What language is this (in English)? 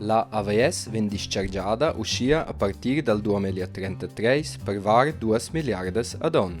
Romansh